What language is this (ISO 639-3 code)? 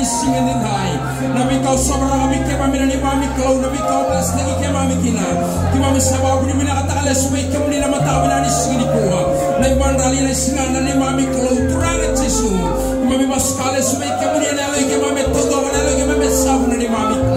fij